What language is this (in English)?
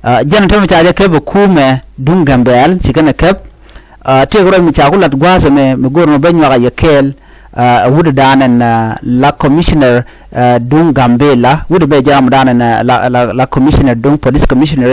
Nuer